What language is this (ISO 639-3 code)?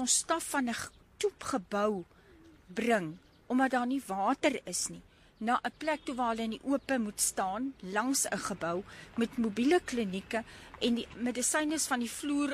afr